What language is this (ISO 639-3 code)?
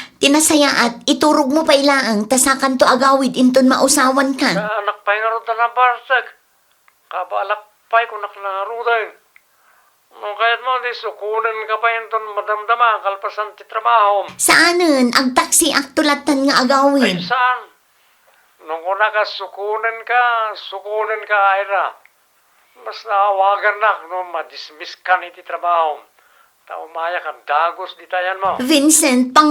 ilo